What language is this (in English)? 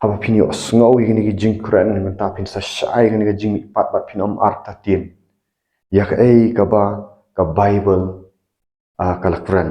Khasi